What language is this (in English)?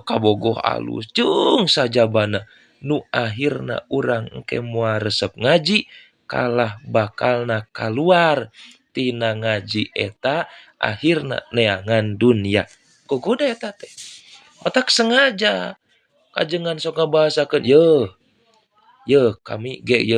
Sundanese